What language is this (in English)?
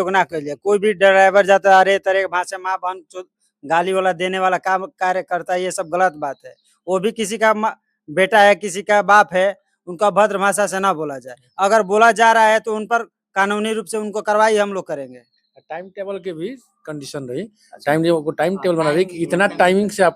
Bhojpuri